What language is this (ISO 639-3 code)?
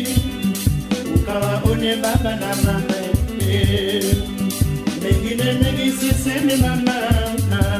swa